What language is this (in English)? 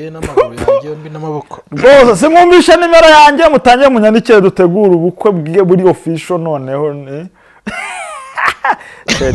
Kinyarwanda